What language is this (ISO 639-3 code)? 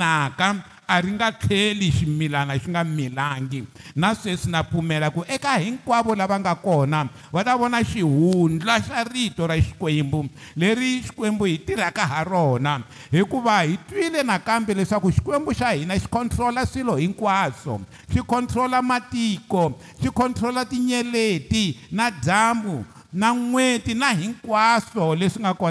tso